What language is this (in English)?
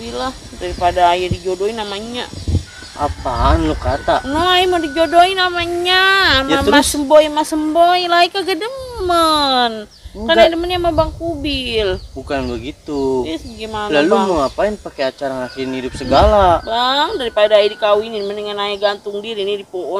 Betawi